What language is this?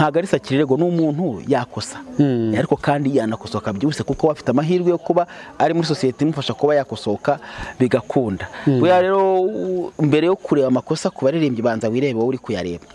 Kinyarwanda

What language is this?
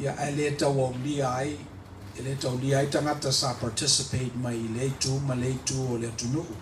Samoan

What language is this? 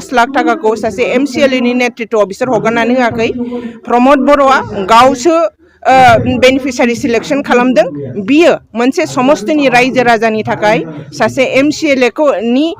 Bodo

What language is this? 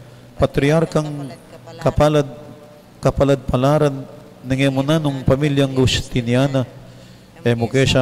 Pampanga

